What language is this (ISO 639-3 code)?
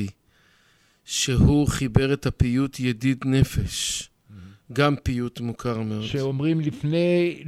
heb